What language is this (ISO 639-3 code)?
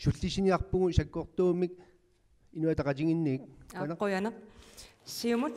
kal